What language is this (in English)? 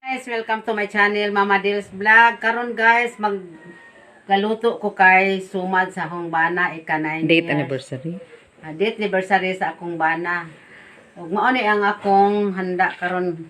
Cebuano